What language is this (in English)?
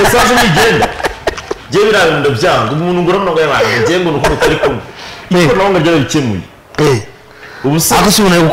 Kinyarwanda